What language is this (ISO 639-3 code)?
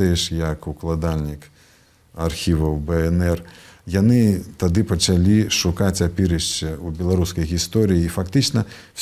bel